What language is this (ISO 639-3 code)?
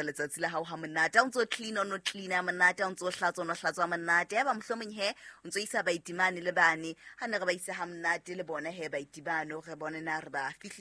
sot